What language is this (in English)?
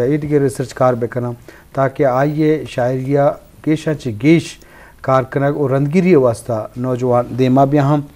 Eastern Balochi